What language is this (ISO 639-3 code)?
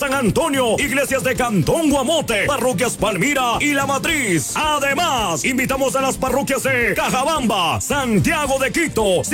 spa